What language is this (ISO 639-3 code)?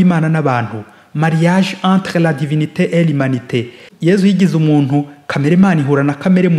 kin